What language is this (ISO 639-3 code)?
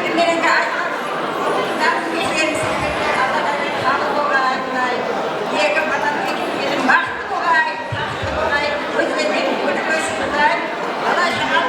kaa